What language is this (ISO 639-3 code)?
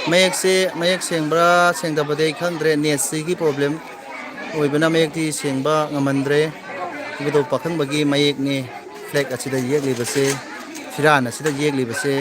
mni